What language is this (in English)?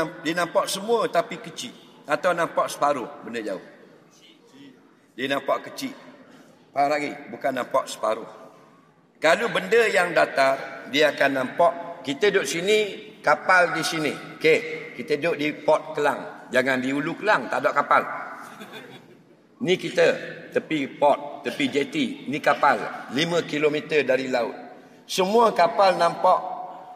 Malay